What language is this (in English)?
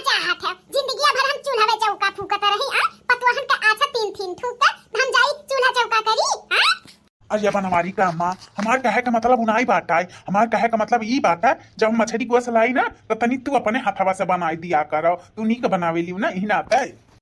Bhojpuri